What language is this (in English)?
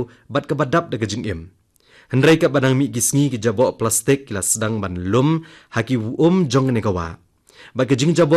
Khasi